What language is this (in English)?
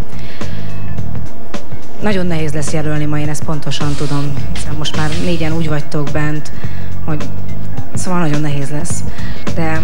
Hungarian